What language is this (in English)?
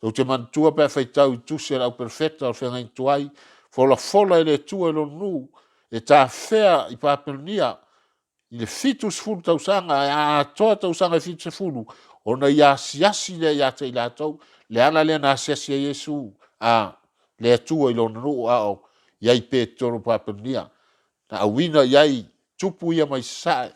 Samoan